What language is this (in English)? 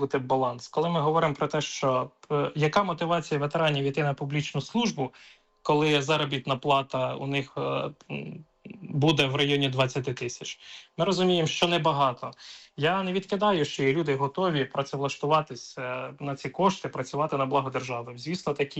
Ukrainian